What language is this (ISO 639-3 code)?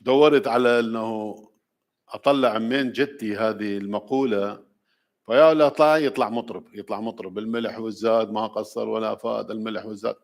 acm